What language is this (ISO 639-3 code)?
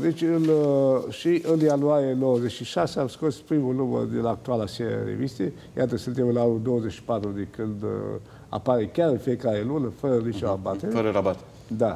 ron